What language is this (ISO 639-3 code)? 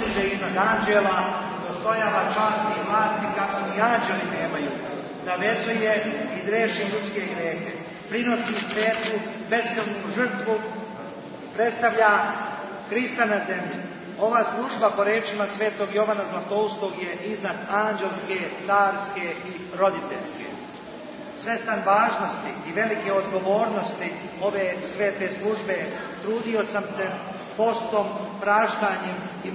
srp